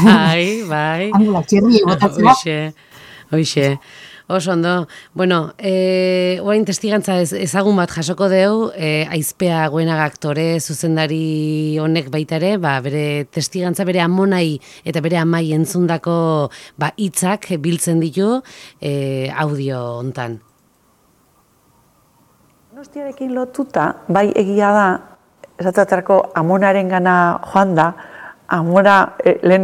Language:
Basque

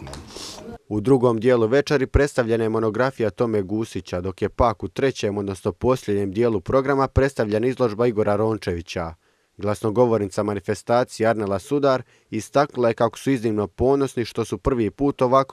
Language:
Croatian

